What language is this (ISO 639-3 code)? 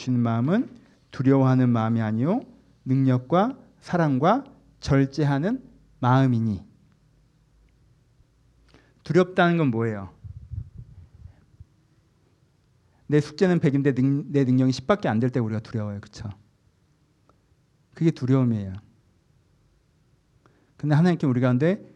kor